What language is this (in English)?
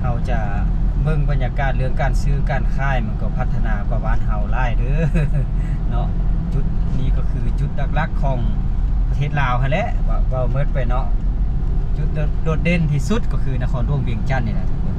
Lao